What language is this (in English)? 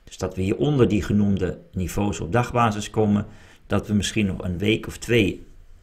Dutch